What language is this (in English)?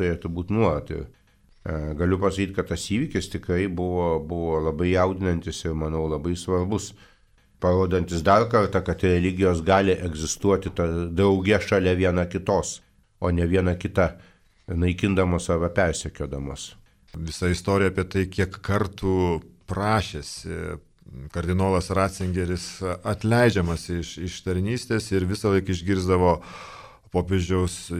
Lithuanian